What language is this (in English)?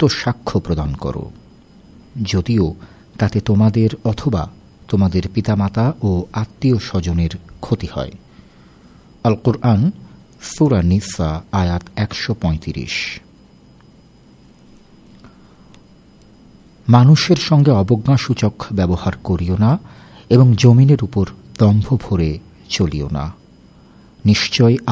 Bangla